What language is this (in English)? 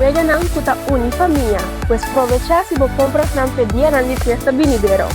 Papiamento